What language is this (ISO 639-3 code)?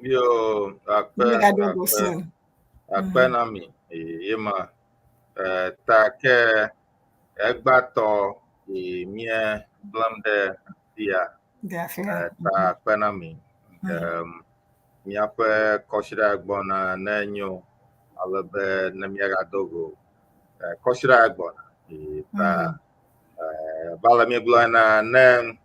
ewe